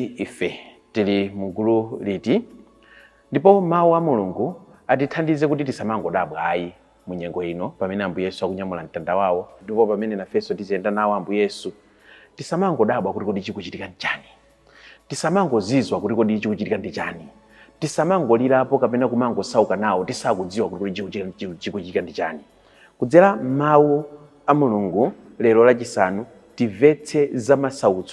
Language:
Nyanja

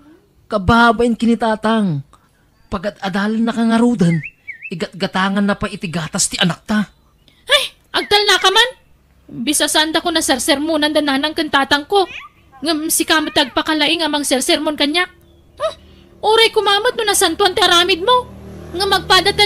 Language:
Iloko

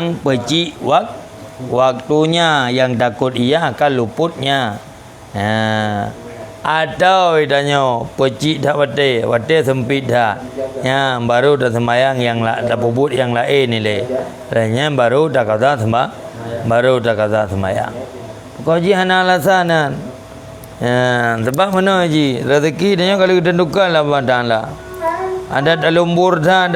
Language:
Achinese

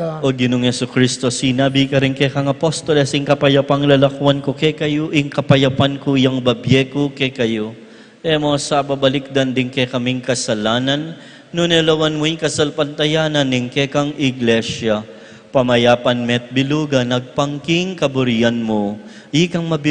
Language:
Pampanga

